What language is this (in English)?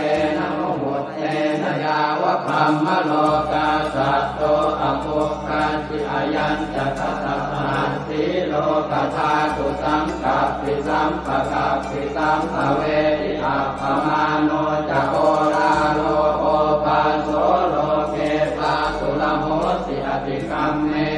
Pali